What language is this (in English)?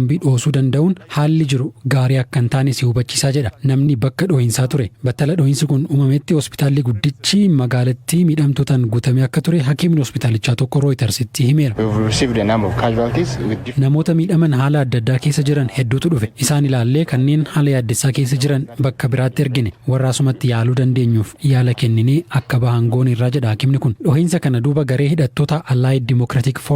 Oromo